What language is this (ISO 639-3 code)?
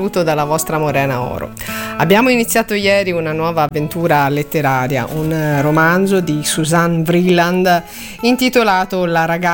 ita